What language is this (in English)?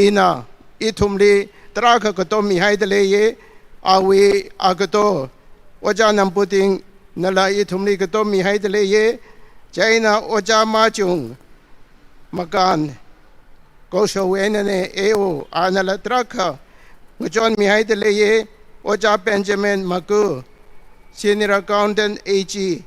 Tangkhul Naga (India)